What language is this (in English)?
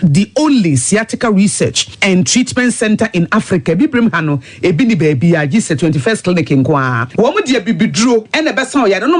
Akan